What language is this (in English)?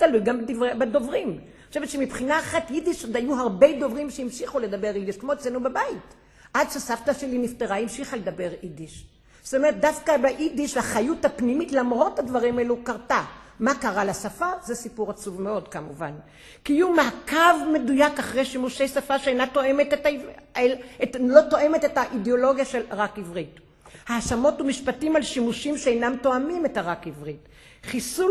Hebrew